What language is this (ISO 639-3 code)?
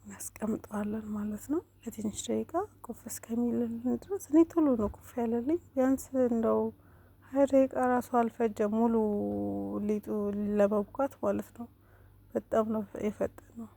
amh